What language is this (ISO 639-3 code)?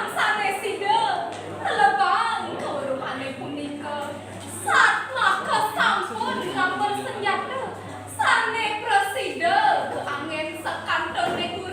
ban